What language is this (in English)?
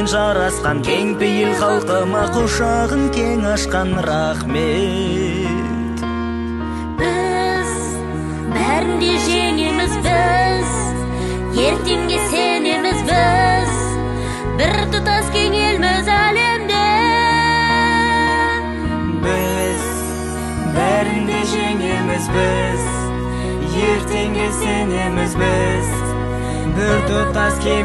Kazakh